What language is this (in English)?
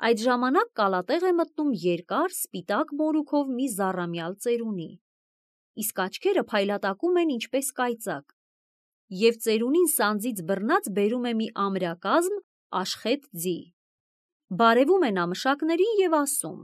Armenian